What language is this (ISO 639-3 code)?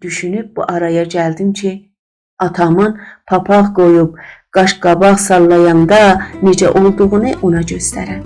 azb